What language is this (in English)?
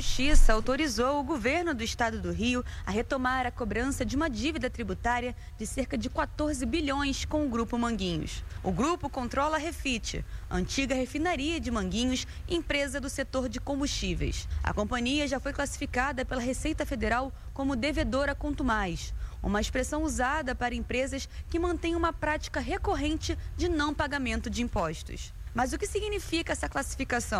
Portuguese